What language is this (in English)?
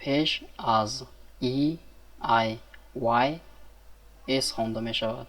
Tajik